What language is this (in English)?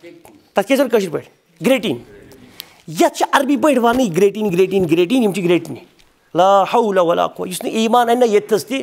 Kashmiri